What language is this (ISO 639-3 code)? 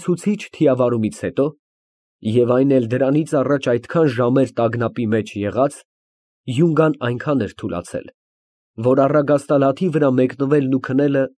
hye